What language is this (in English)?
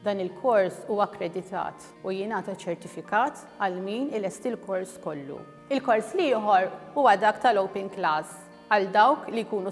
Maltese